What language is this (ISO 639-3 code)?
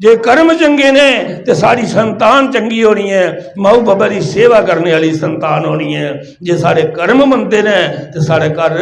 doi